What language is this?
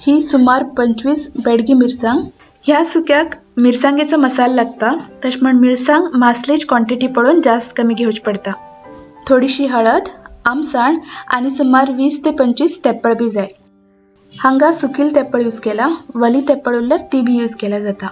Konkani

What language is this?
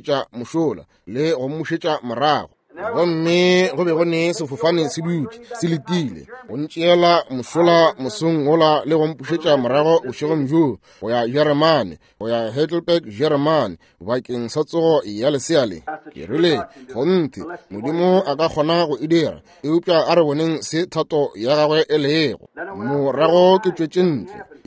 Northern Sotho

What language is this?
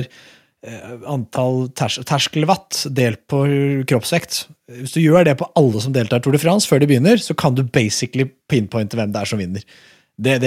Norwegian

